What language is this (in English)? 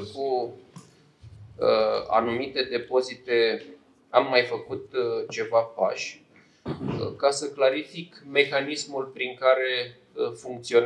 Romanian